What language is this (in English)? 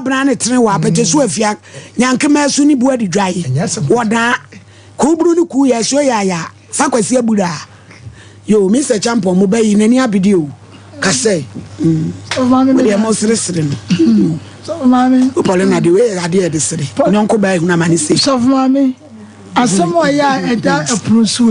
Akan